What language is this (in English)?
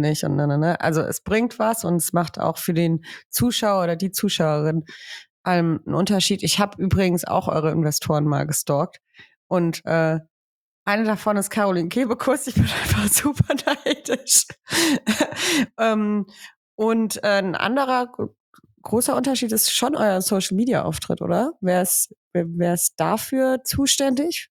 German